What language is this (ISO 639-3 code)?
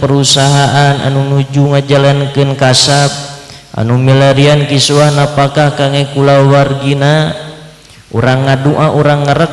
sun